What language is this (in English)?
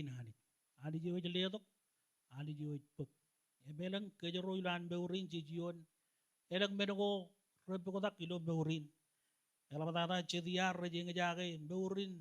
Marshallese